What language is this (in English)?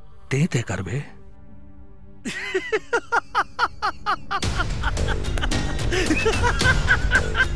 Bhojpuri